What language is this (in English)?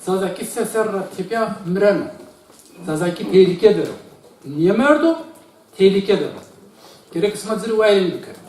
Zaza